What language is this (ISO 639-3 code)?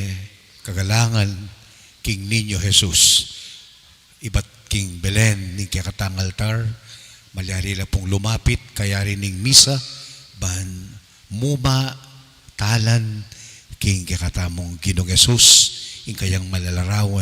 pam